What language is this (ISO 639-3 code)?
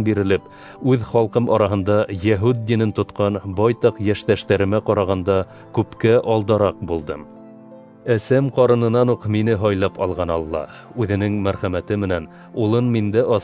bak